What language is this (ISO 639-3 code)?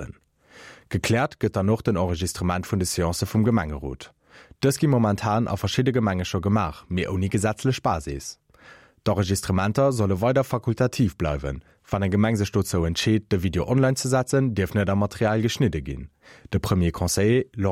ltz